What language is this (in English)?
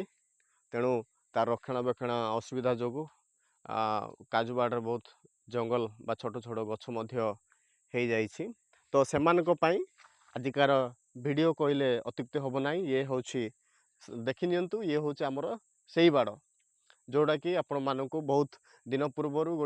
Odia